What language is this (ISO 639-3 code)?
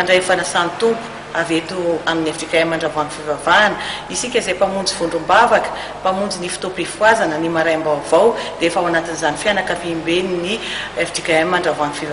mlg